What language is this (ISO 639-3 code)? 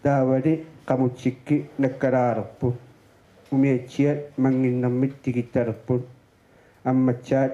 kal